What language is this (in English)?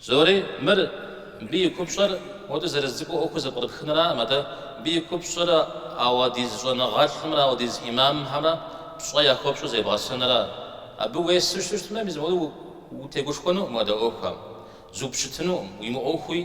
Kabardian